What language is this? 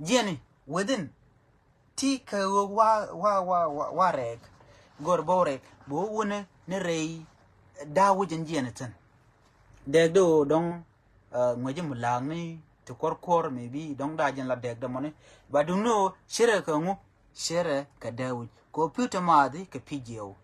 Nuer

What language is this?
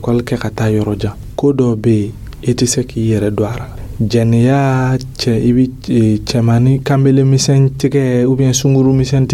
Dyula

